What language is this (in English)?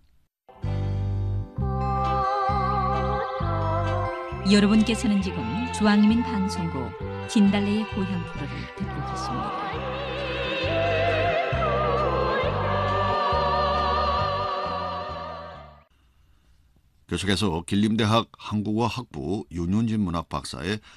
Korean